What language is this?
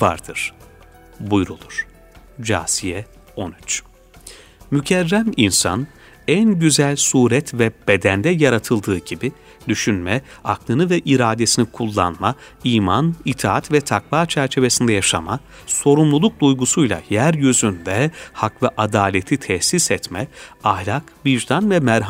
Turkish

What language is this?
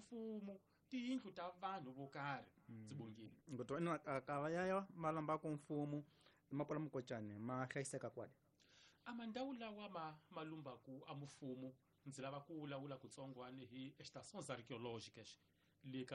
Tsonga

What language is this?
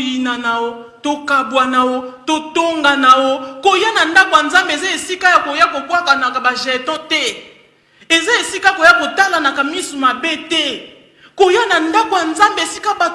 Lingala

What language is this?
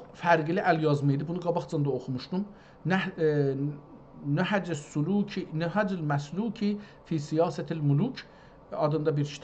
South Azerbaijani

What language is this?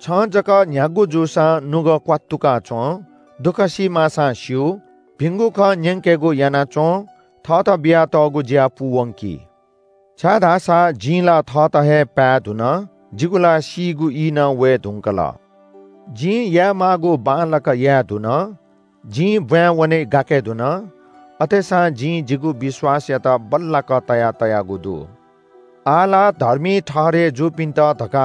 Newari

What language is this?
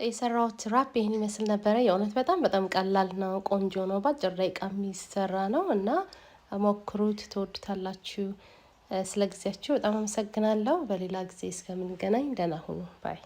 Amharic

